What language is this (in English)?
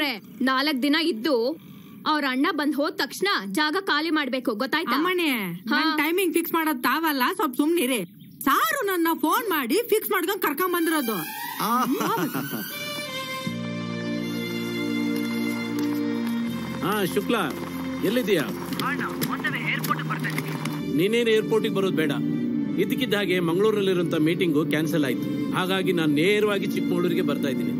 Kannada